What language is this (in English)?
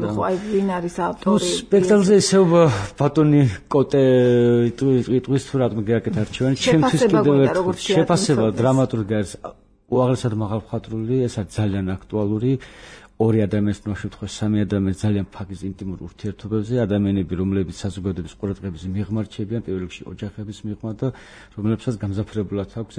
Georgian